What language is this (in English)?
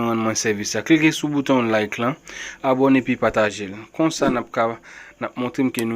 Haitian Creole